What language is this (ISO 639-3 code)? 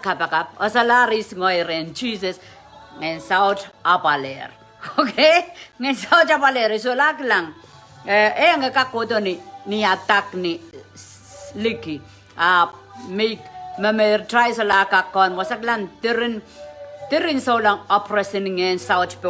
pon